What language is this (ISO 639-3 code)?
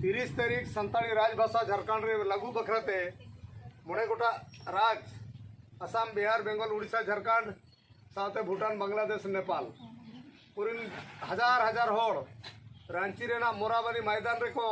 sat